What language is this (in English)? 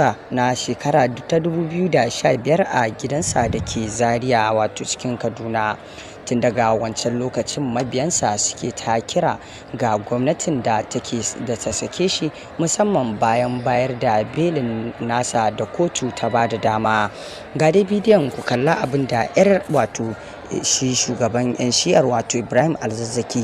Hausa